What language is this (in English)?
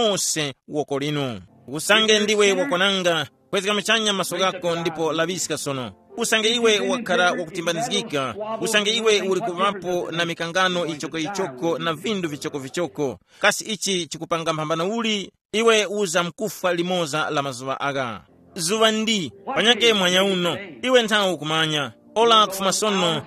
Tumbuka